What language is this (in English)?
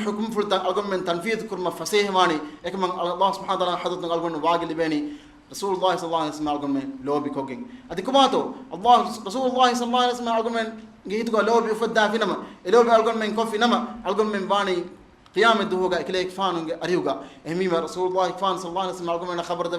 Divehi